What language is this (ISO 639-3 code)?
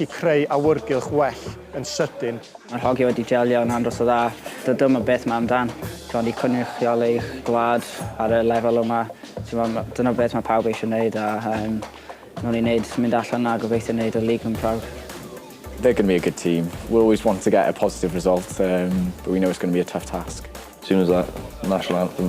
cym